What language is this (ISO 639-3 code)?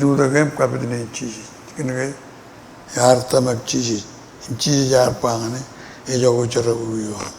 mah